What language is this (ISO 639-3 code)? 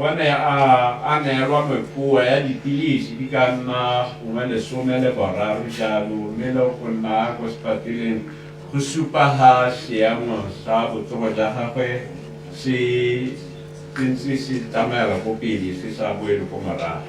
tsn